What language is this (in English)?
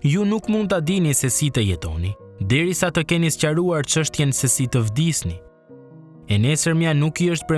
Albanian